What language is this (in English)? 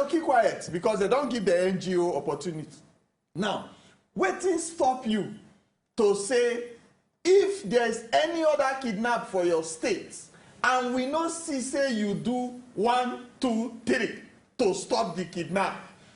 Nigerian Pidgin